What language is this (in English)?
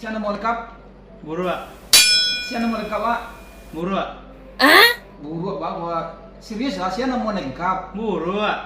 Minangkabau